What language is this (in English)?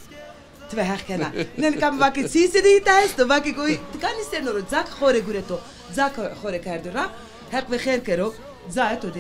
Zaza